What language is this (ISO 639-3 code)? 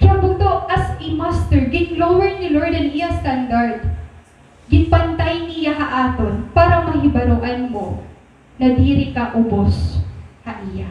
war